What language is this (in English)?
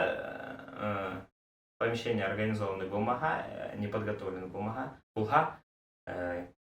Bashkir